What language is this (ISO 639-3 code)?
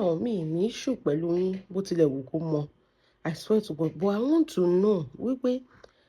yor